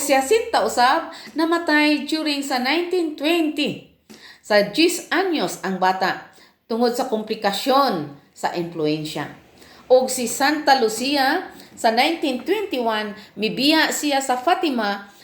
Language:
Cebuano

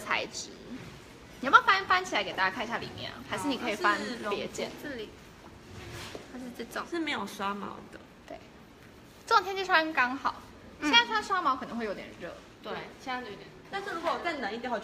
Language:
Chinese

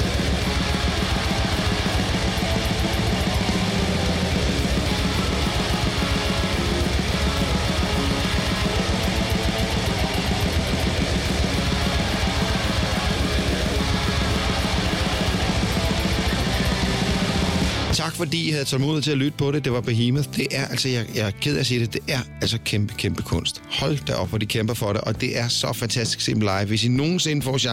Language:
Danish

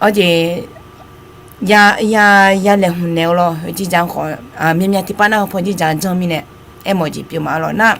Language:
Akha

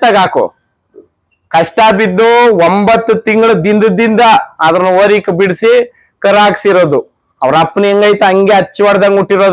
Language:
Kannada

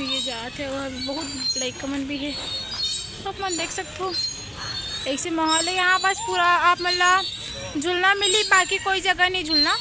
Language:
Chhattisgarhi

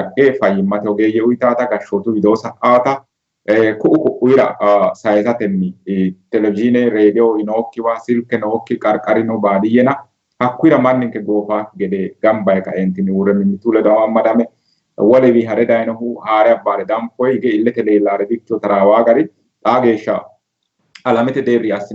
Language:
Sidamo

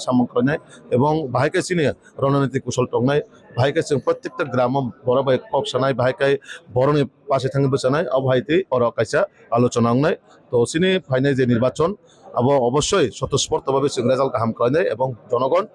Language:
Kok Borok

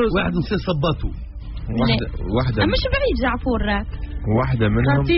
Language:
Tunisian Arabic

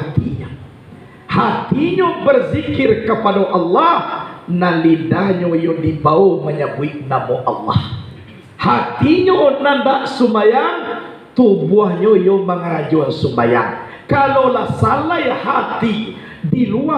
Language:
Minangkabau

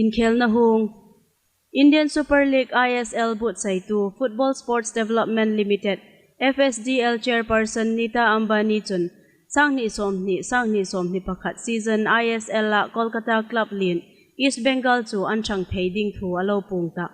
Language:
Hmar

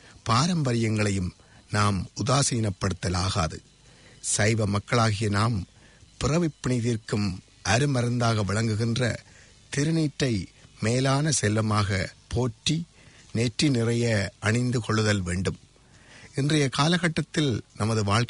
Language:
Tamil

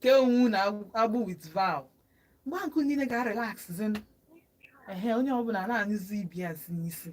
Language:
Igbo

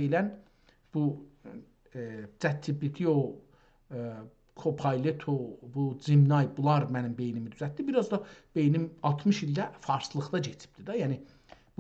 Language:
South Azerbaijani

